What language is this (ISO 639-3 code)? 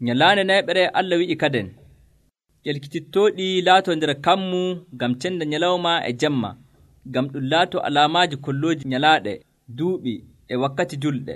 fuv